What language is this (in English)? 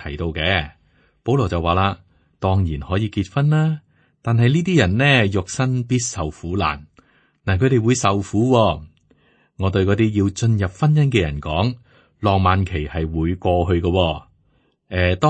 Cantonese